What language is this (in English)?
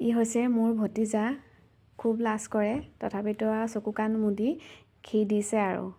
Assamese